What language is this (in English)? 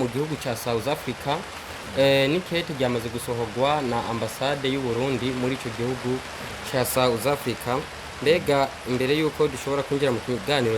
Rundi